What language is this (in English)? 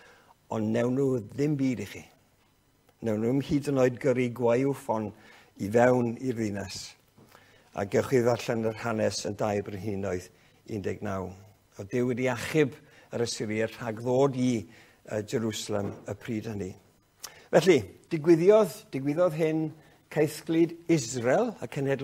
Welsh